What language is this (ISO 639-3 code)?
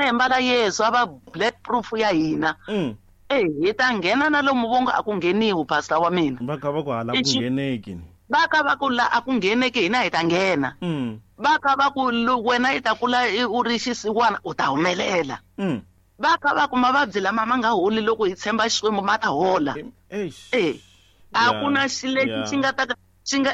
tso